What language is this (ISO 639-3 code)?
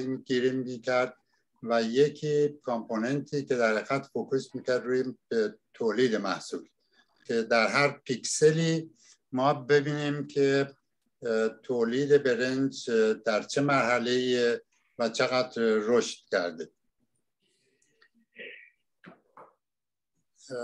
fas